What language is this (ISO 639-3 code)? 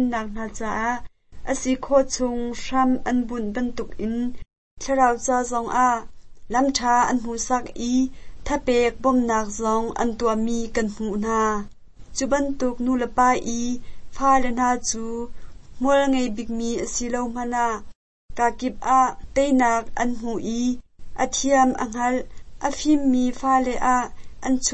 cnh